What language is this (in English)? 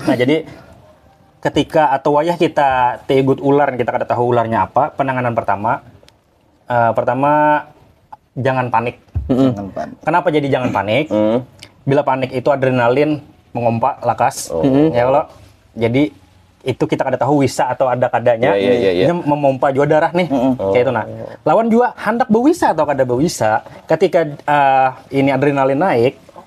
Banjar